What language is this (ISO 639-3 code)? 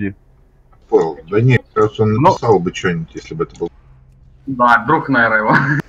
rus